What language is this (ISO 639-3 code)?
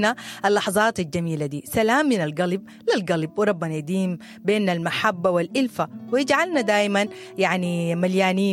apd